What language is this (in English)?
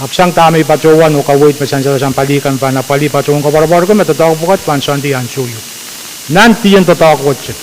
Pohnpeian